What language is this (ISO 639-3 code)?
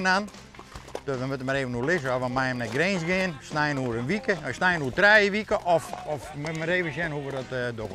fry